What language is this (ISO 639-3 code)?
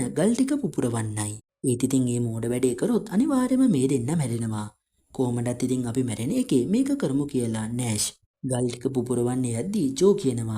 sin